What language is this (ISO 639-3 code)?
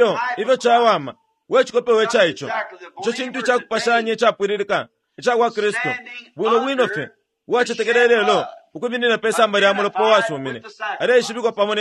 bem